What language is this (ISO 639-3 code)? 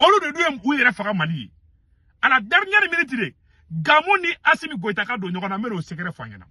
bam